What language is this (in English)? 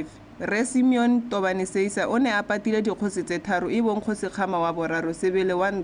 Tswana